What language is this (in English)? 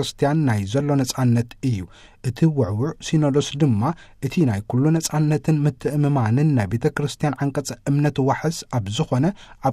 Tigrinya